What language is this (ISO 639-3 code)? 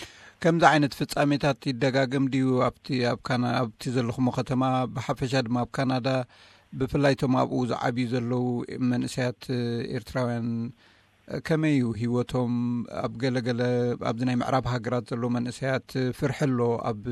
tir